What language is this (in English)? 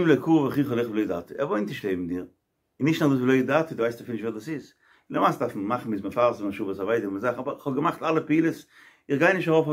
Yiddish